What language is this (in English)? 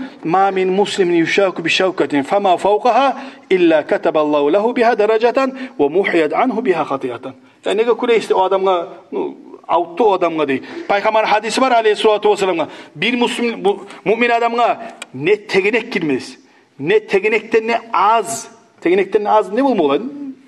Kumyk